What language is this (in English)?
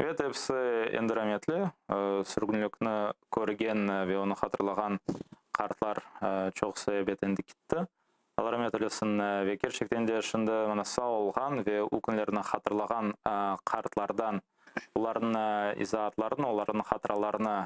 Crimean Tatar